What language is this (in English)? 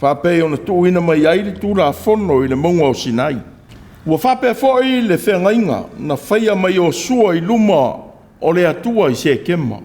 Samoan